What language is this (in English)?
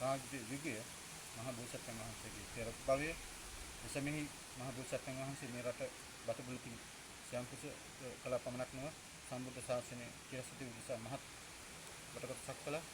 Sinhala